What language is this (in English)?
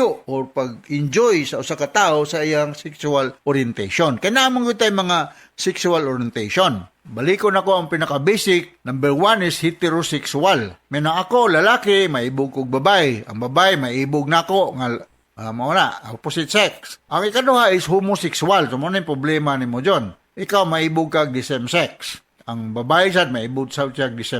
Cebuano